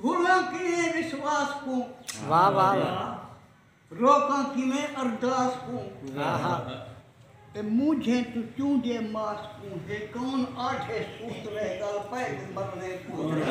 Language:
Saraiki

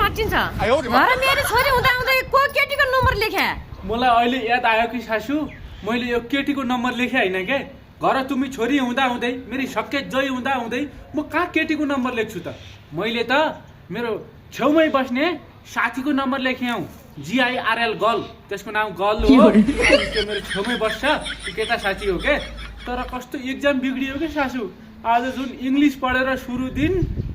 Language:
Nepali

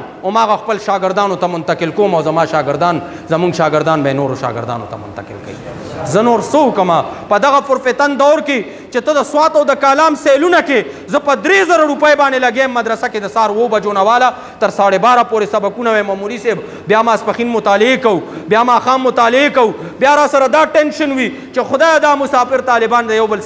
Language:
Pashto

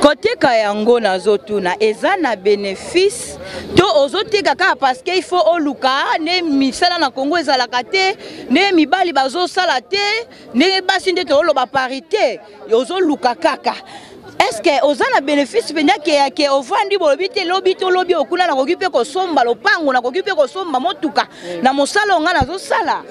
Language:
Lingala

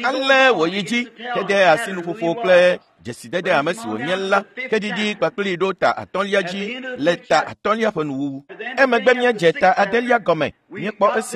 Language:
Ewe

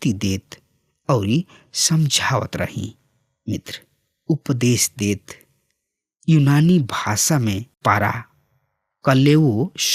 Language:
Bhojpuri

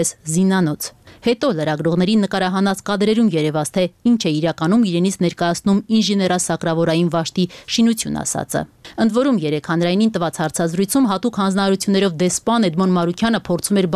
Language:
Armenian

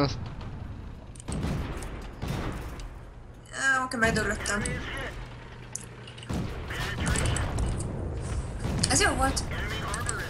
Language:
Hungarian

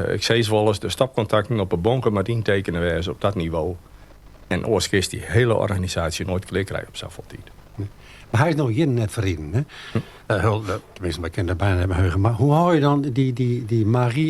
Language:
Western Frisian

